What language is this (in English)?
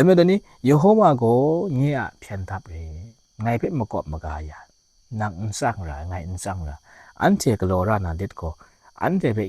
Kachin